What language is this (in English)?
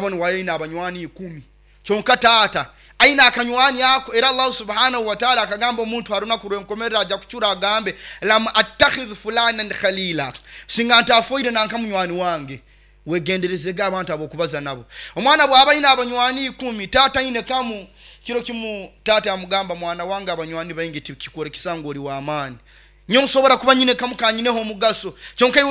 Nyoro